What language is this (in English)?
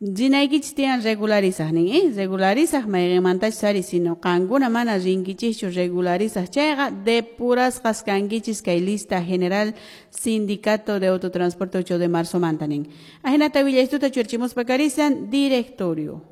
Quechua